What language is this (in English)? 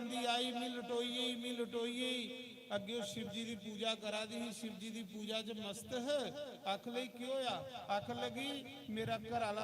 Dogri